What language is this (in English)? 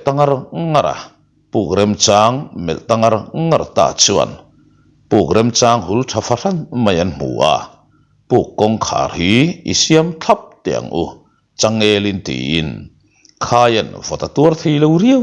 Mizo